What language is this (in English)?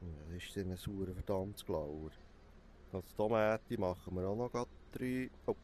Swiss German